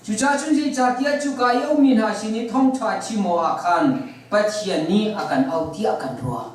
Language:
Hakha Chin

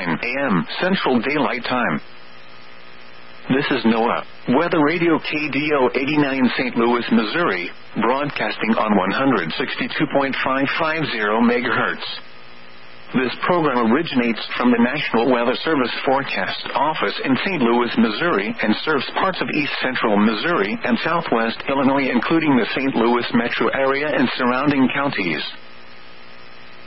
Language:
English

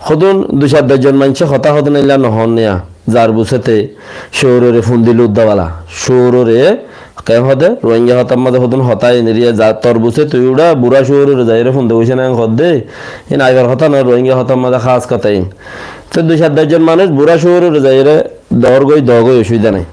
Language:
Rohingya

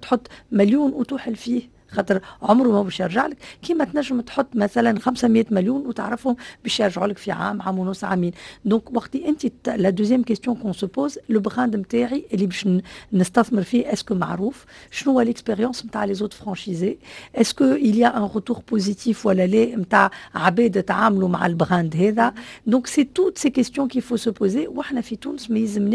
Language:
Tunisian Arabic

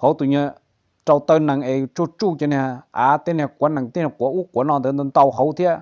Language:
Hmong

